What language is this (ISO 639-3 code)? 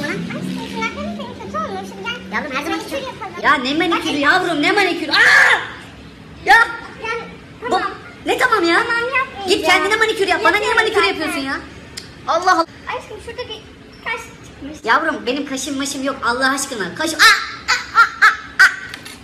tur